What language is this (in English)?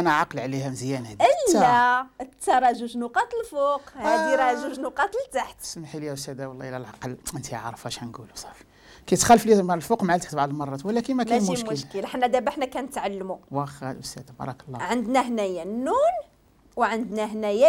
Moroccan Arabic